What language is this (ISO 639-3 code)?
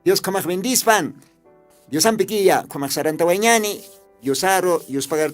aym